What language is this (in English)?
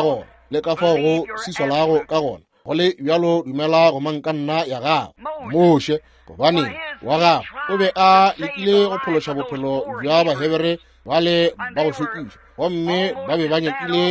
Northern Sotho